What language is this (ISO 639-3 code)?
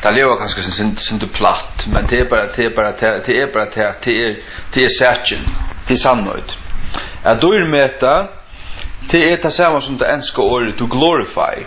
fao